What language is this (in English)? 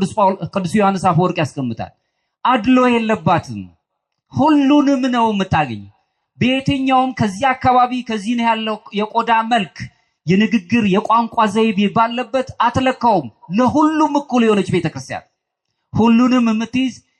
Amharic